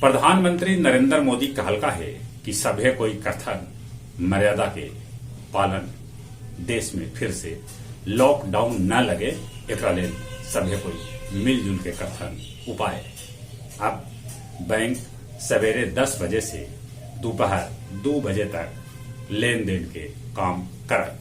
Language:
Magahi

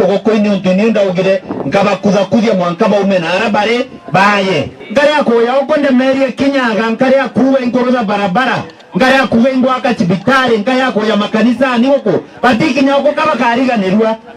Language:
Meru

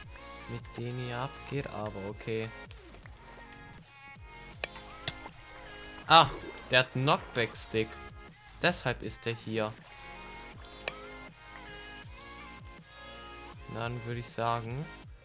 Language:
German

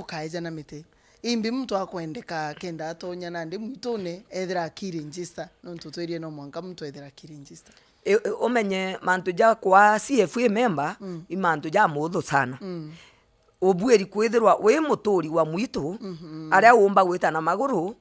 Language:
Meru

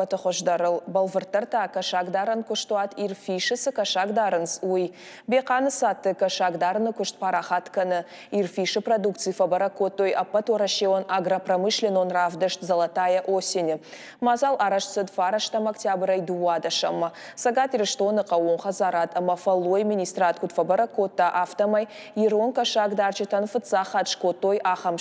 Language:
Ossetic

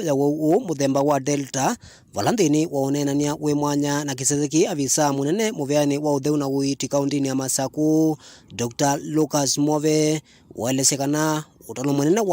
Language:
Kamba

